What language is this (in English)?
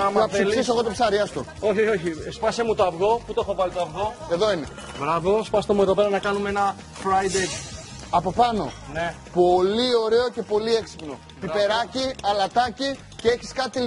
Greek